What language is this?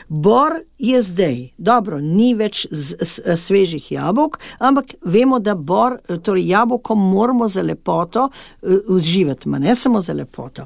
Slovenian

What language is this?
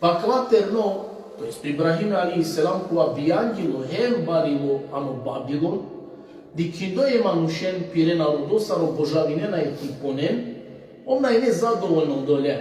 Balkan Romani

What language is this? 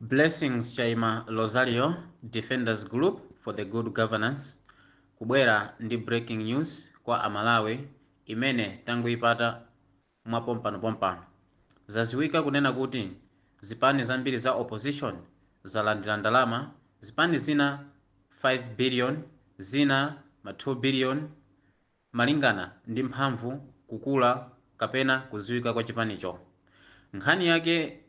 Nyanja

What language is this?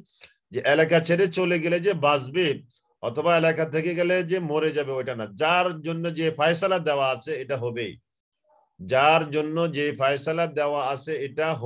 Bangla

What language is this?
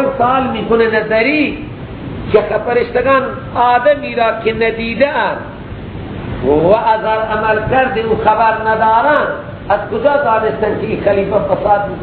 Persian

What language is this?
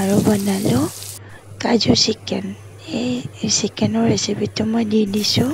Assamese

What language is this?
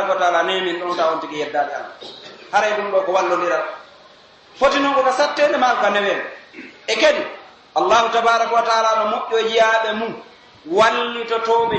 Pular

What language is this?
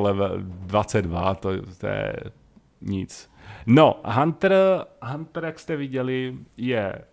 Czech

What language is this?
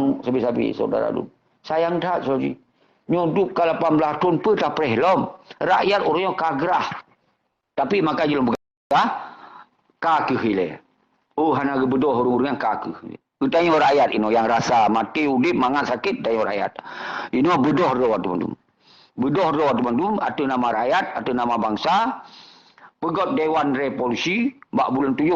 Achinese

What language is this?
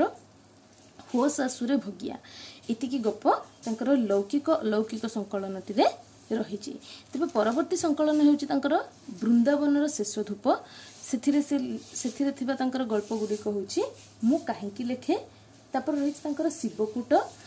Odia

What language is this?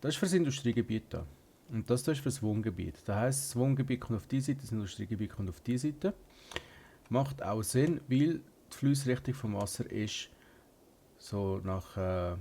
Swiss German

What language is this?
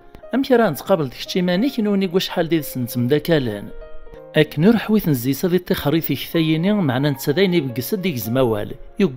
Kabyle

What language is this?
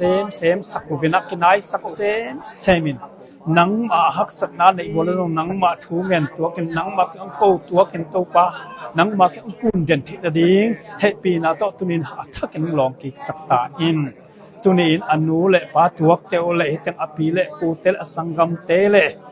Tedim Chin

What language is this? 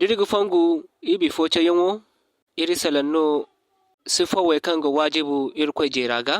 Zarma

